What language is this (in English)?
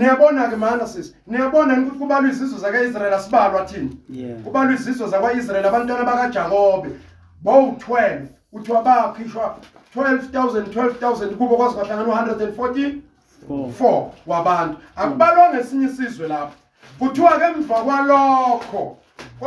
Zulu